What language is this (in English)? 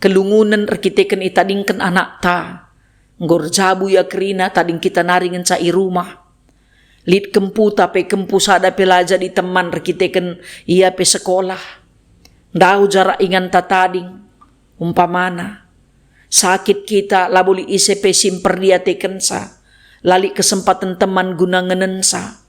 Batak Karo